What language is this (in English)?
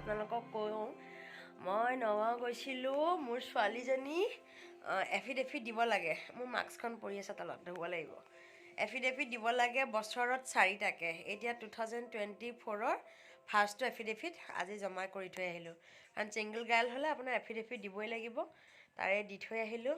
Assamese